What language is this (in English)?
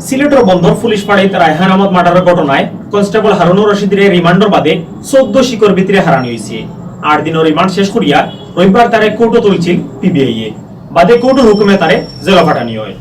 Sylheti